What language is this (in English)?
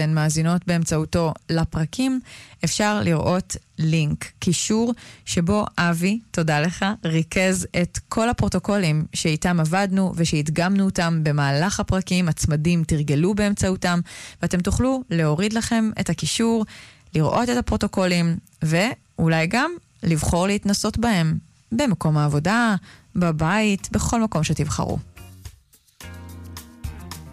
Hebrew